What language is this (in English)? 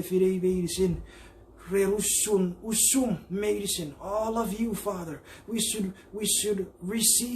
Chuukese